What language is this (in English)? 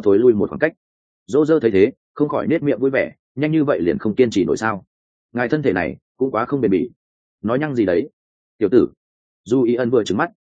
Vietnamese